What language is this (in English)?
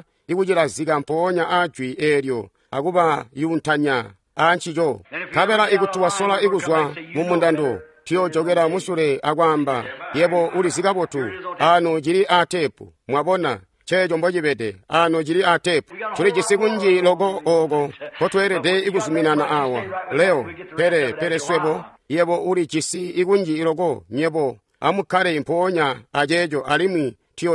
Tonga (Zambia)